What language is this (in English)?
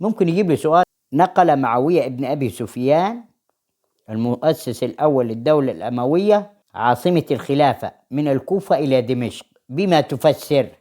Egyptian Arabic